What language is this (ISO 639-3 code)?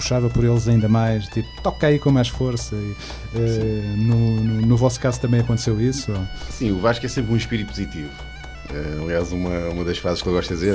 por